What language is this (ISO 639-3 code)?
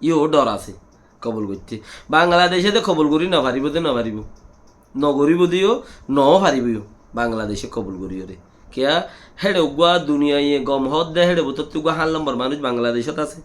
rhg